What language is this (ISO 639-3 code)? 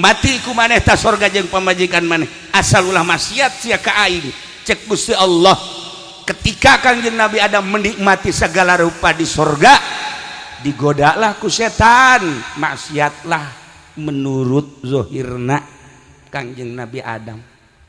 sun